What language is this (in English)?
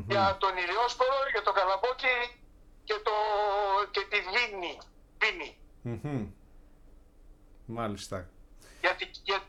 Greek